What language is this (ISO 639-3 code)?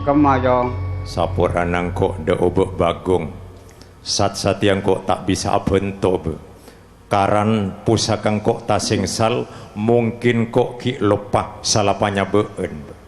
mad